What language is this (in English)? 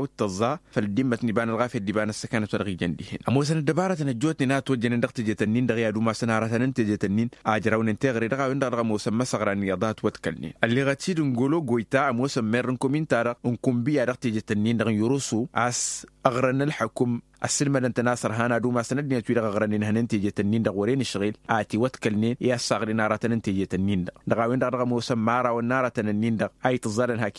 Tamasheq